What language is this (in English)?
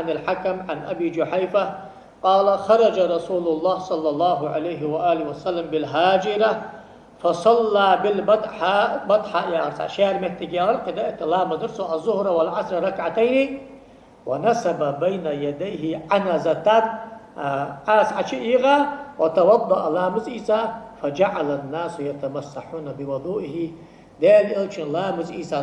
Ingush